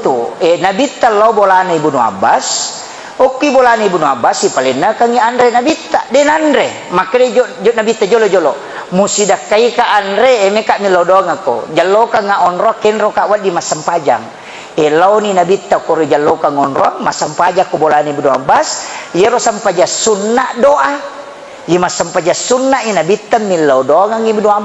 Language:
Buginese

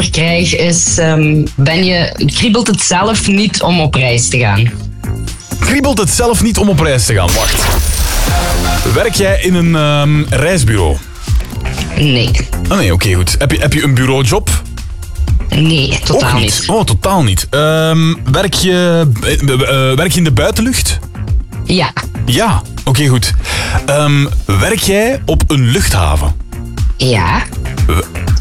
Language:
Dutch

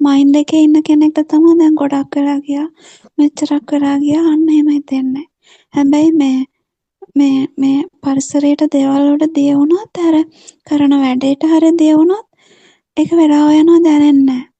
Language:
Sinhala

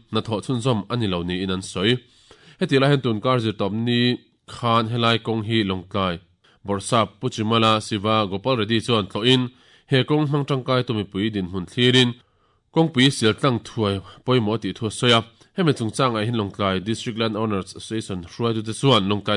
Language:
Mizo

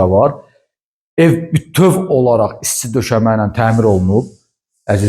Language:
Azerbaijani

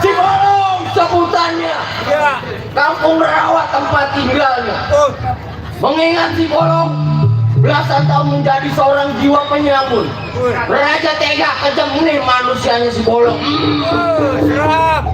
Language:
Betawi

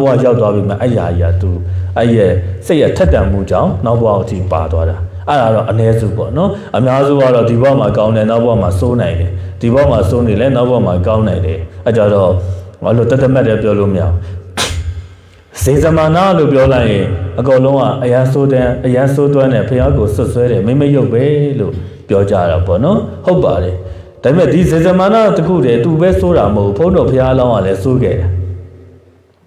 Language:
Burmese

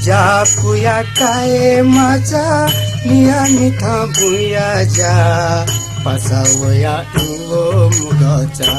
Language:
Newari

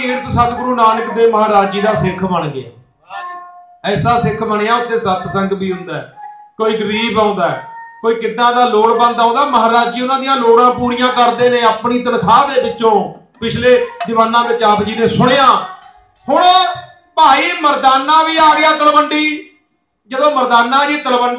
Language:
Punjabi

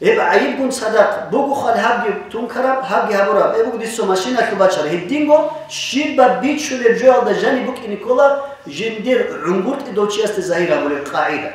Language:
Avaric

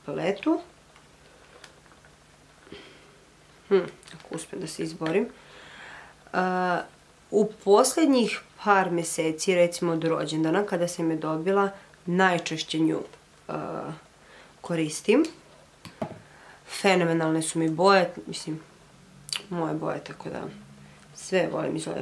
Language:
Croatian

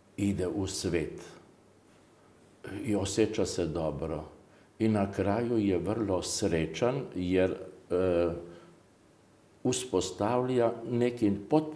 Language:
Serbian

